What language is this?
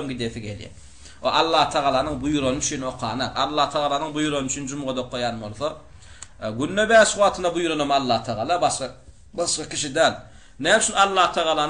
Turkmen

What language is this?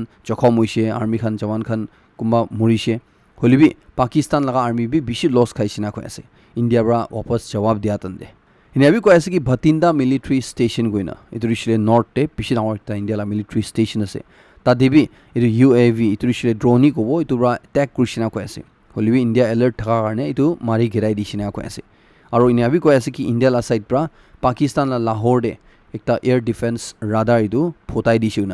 Naga Pidgin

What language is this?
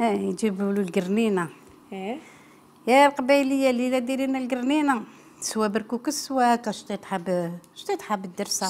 Algerian Arabic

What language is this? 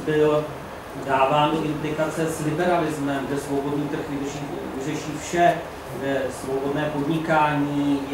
Czech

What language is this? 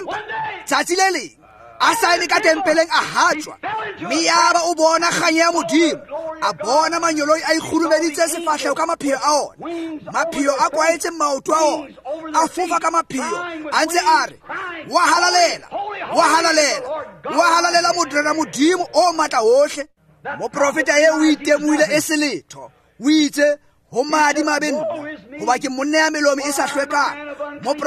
Tswana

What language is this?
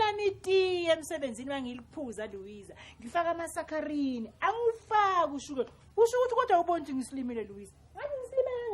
Zulu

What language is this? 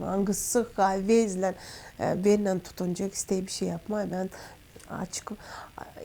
Gagauz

